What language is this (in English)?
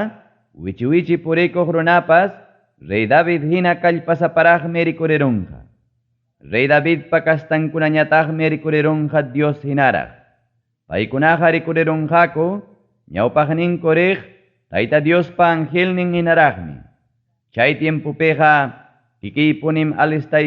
Ayacucho Quechua